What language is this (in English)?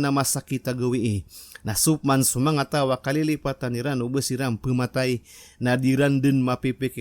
Maranao